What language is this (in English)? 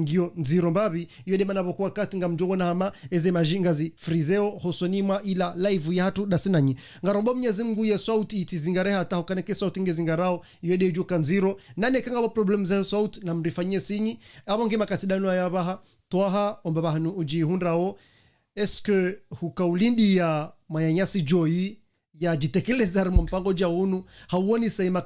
Ngazidja Comorian